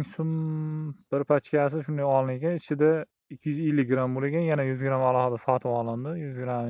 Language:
Uzbek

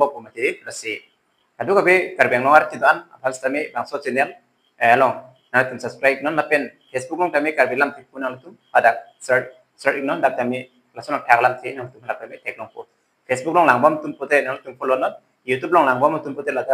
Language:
Karbi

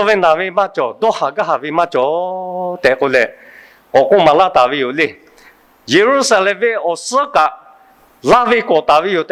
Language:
Lahu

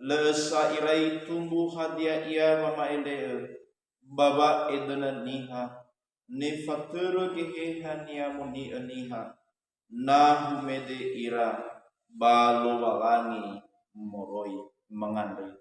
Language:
Nias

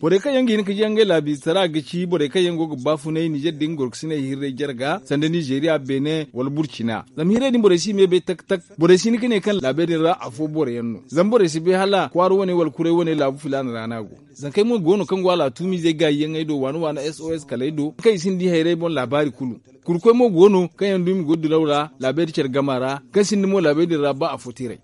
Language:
Zarma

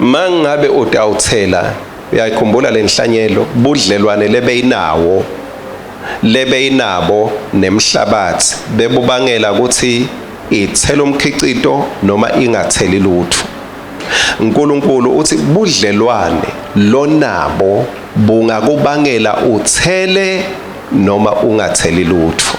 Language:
Swati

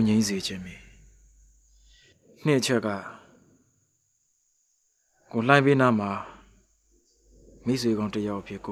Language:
Burmese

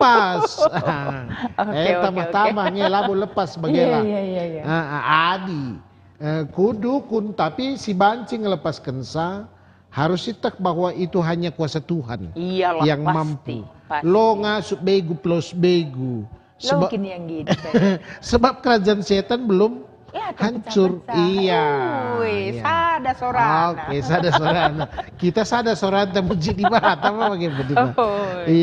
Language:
Batak Karo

